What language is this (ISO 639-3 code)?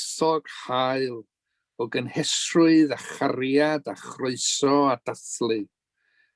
cym